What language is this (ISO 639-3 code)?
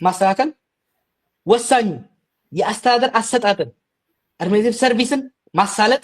amh